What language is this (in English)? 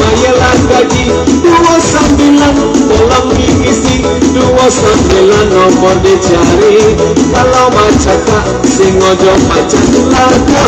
Minangkabau